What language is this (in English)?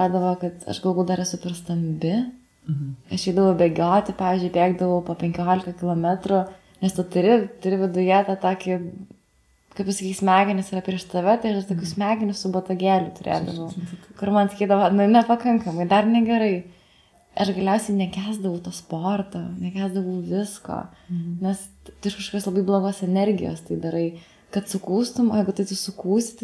Lithuanian